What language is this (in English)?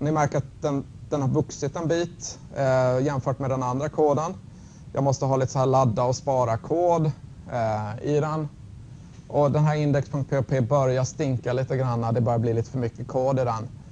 Swedish